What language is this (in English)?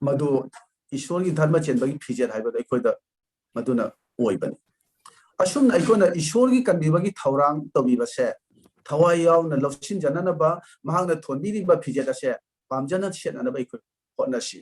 Manipuri